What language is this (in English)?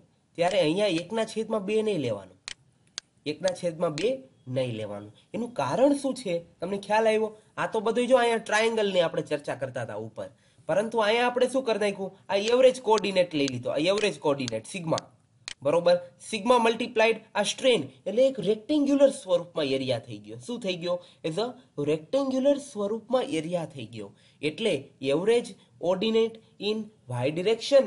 Gujarati